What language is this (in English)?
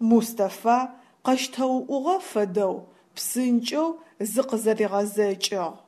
Adyghe